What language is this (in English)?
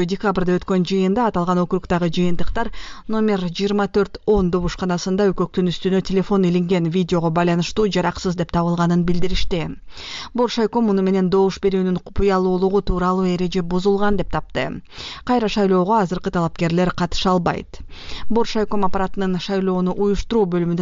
Kyrgyz